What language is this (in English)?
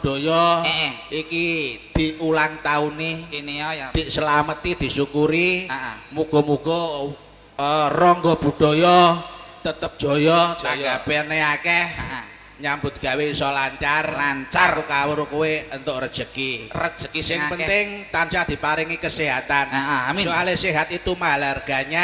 Javanese